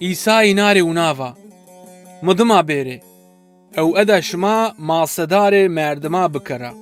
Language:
Zaza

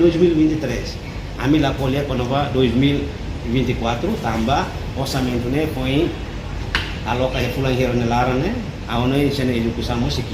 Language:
Tetum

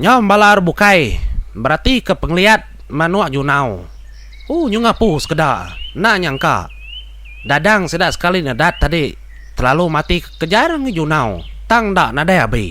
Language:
Iban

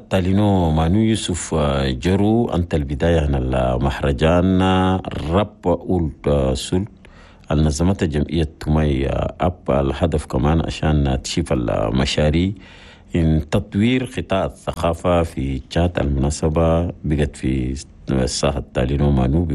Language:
Chadian Arabic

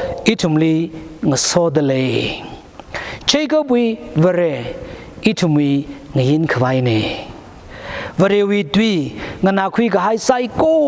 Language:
Tangkhul Naga (India)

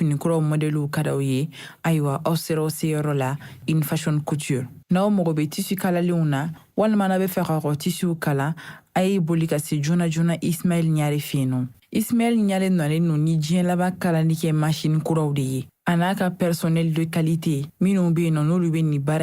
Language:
Bambara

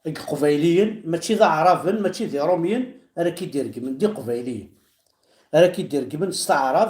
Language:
Kabyle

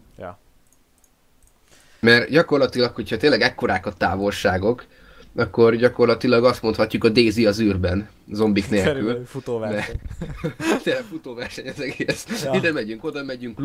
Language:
Hungarian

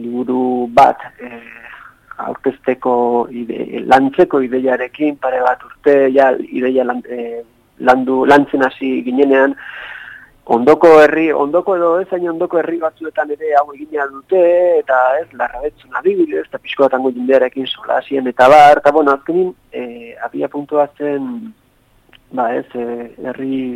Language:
Basque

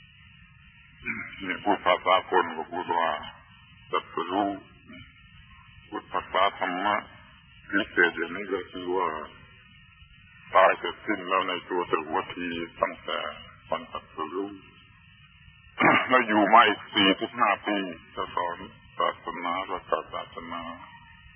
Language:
Thai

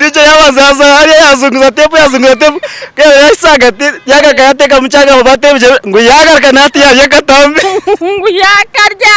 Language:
Nyankole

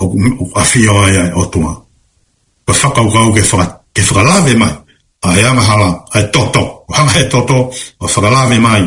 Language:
Tongan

